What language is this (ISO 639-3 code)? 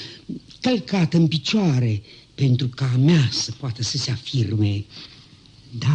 ron